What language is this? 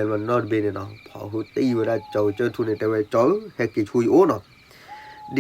S'gaw Karen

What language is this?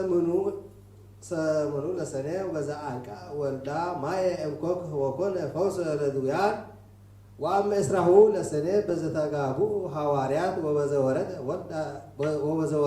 Geez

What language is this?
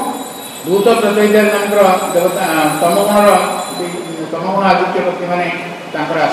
Odia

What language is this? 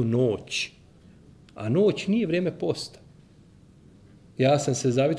Bosnian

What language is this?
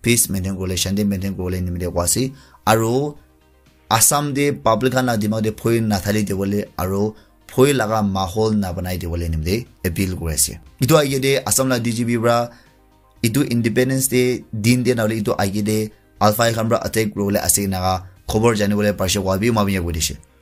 Naga Pidgin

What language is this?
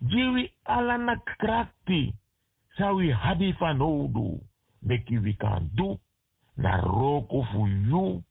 Sranan Tongo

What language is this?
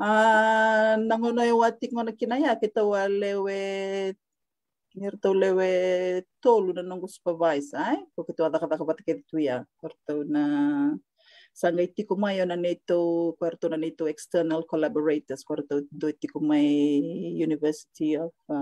Fijian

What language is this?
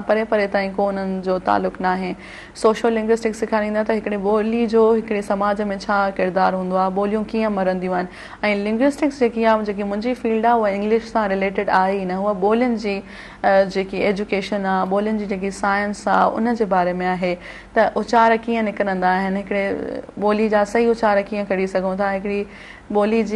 Sindhi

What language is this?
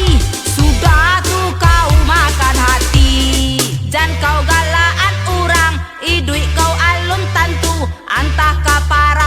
Minangkabau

